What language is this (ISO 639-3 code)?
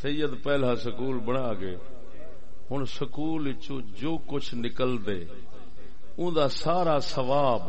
skr